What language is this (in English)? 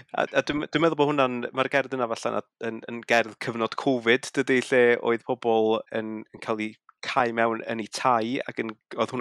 Welsh